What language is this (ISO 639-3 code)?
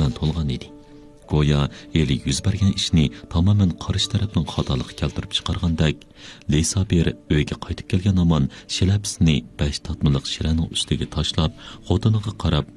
uig